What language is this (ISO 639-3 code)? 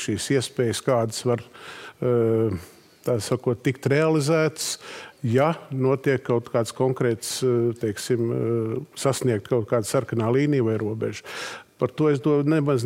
lav